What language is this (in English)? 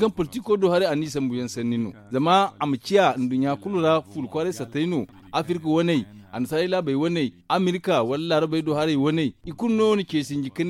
Zarma